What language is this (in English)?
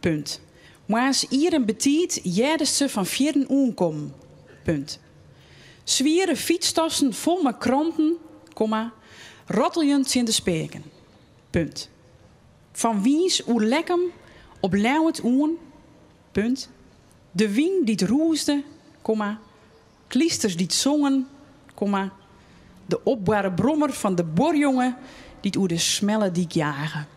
Western Frisian